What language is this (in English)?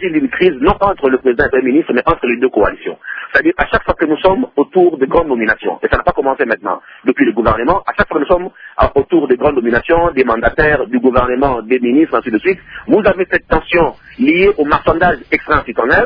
French